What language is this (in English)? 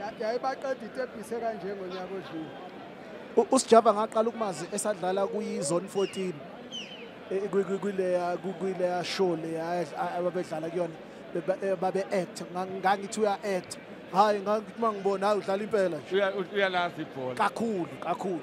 Zulu